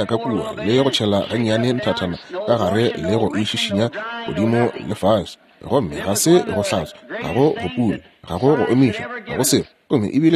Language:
Northern Sotho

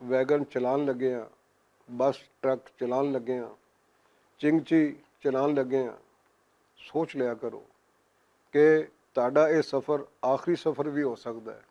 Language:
Western Panjabi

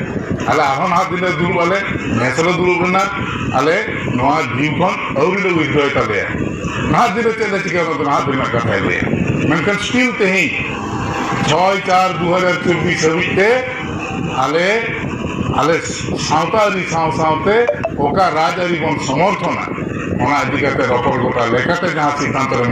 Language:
Santali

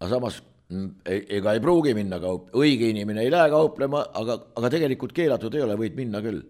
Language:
Estonian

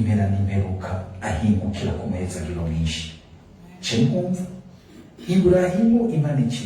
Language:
Rundi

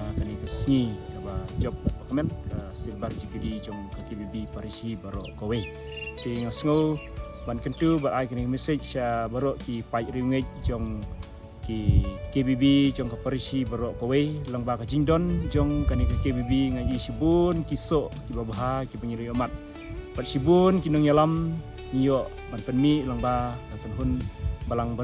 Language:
Khasi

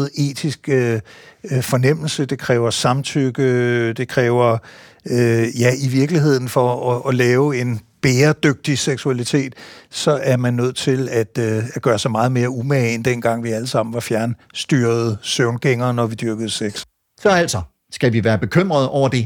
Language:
Danish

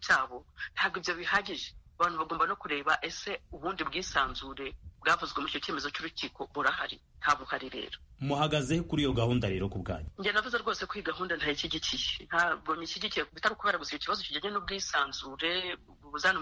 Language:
Kinyarwanda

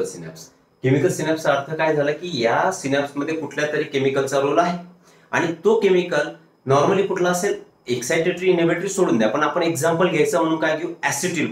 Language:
Marathi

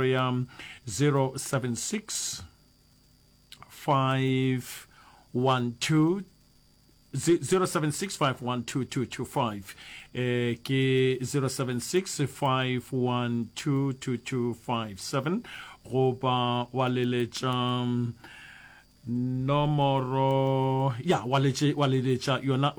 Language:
Northern Sotho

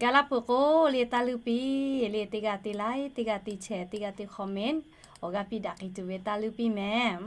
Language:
Lahu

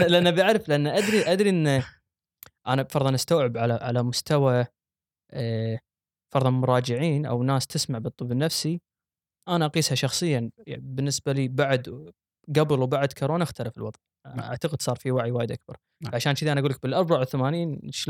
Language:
Gulf Arabic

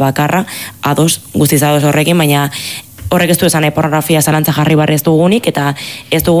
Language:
Basque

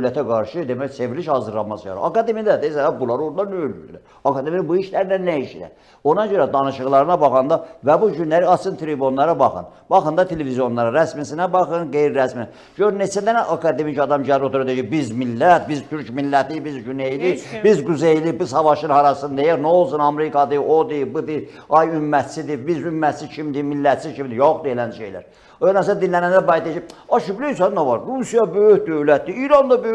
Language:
Azerbaijani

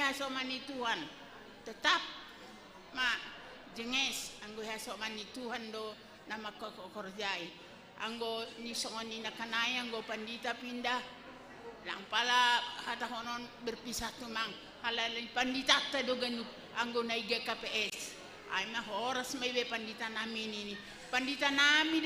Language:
Batak Simalungun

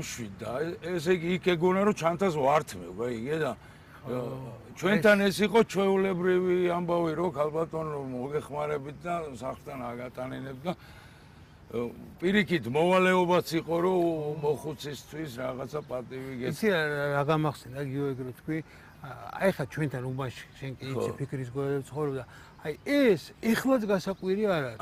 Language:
Georgian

